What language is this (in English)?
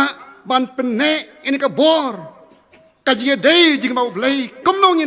Khasi